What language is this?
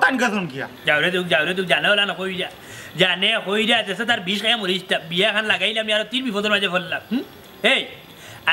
Sylheti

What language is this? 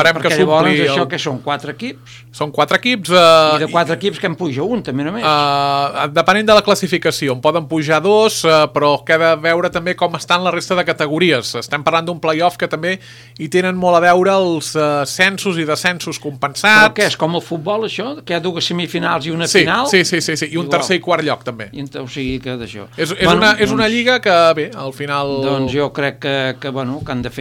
Catalan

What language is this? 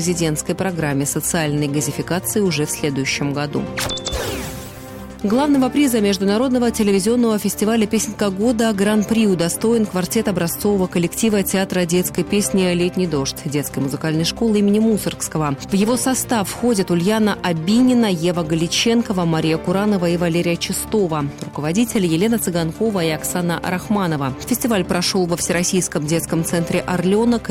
Russian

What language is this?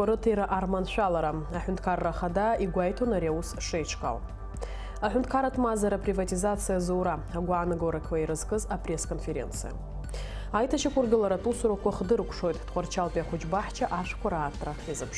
Abkhazian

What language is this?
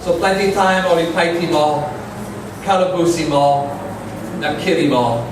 Tok Pisin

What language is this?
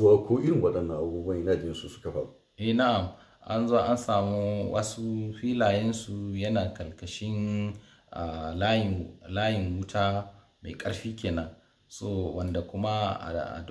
Hausa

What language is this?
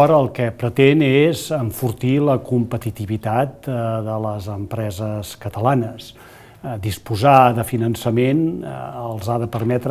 Catalan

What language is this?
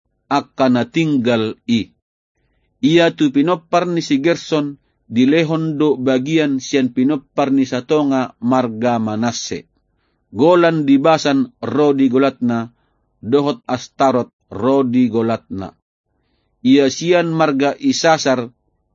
Batak Toba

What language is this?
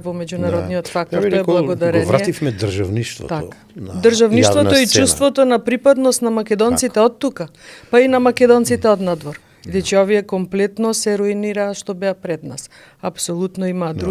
Macedonian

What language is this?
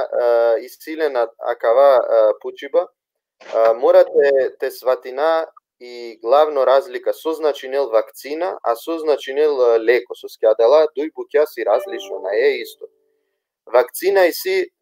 Balkan Romani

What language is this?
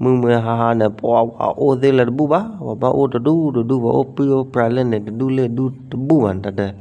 S'gaw Karen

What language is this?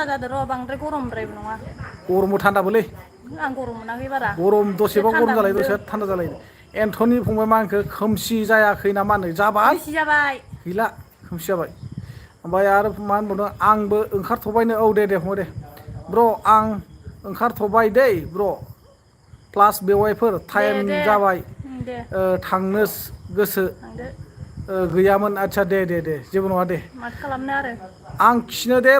Bodo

